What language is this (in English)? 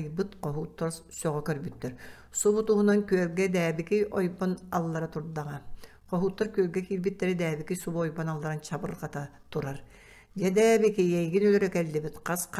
Yakut